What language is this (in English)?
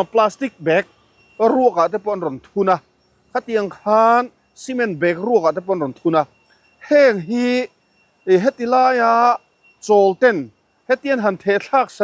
Mizo